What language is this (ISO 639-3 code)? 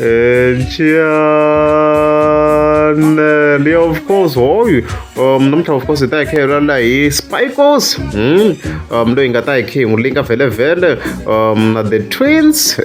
tso